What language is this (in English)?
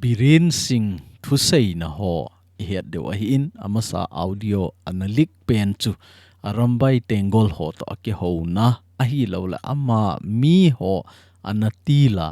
Thado Chin